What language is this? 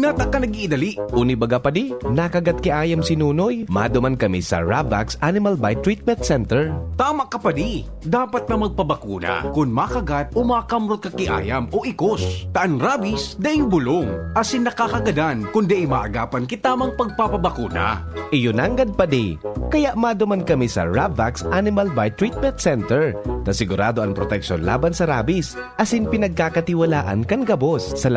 Bikol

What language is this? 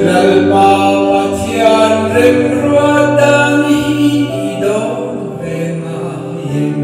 Mizo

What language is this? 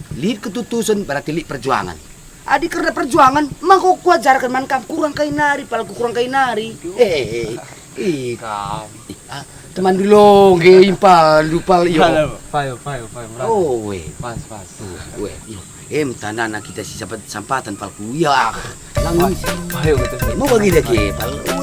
Batak Karo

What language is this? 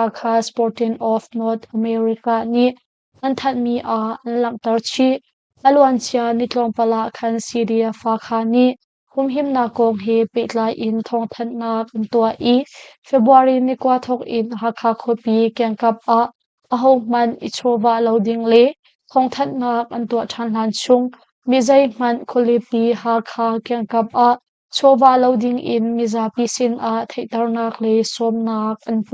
Hakha Chin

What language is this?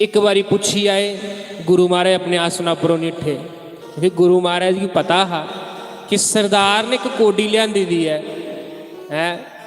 Dogri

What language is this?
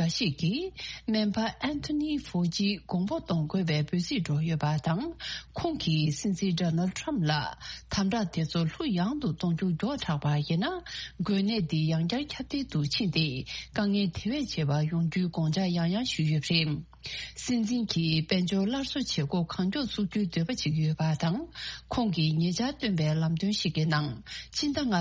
Tibetan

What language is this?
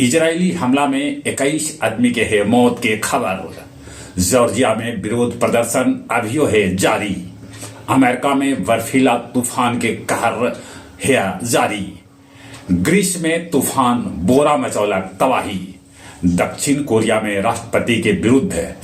Magahi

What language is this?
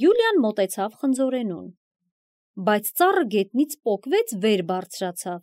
Armenian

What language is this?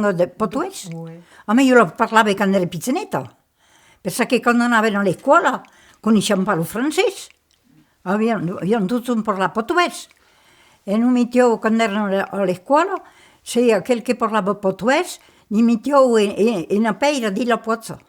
Occitan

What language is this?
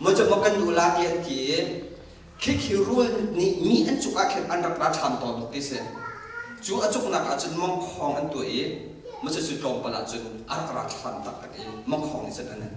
Hakha Chin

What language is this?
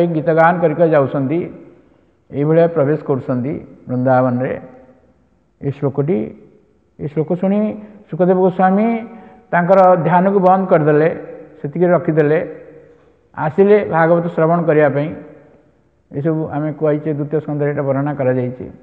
Odia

